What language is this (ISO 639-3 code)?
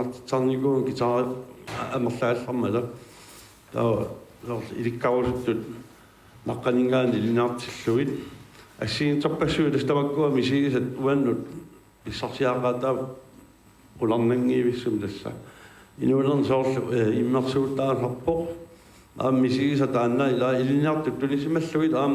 kal